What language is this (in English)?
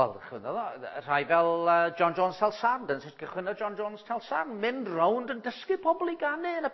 Welsh